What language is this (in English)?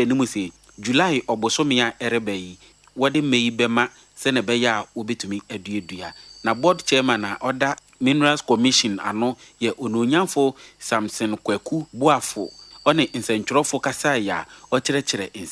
Akan